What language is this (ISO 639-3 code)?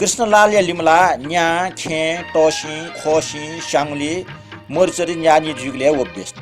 new